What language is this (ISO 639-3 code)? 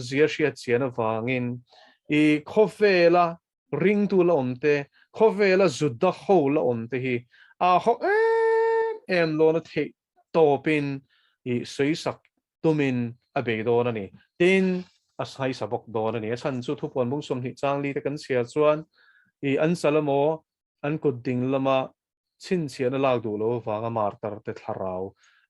lus